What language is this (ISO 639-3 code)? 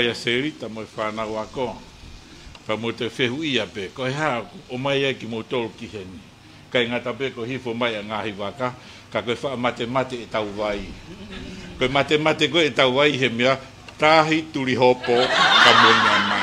ton